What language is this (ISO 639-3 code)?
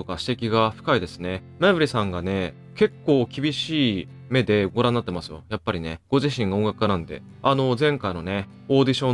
jpn